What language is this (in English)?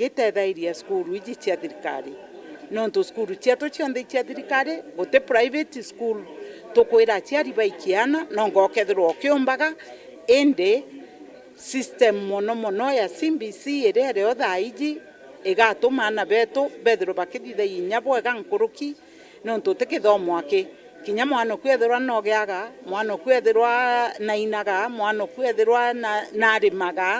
Meru